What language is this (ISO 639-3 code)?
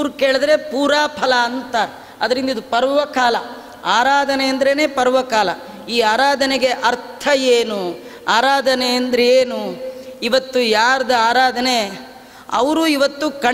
kan